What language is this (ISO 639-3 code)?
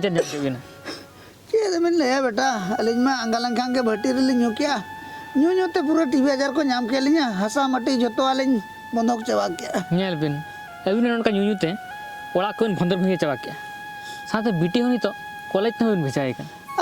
sat